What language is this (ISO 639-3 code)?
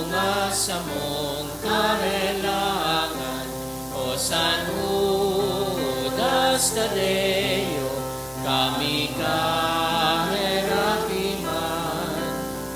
bik